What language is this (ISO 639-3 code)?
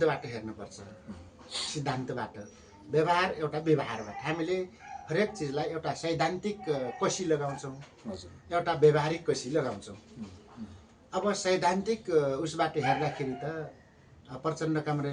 nep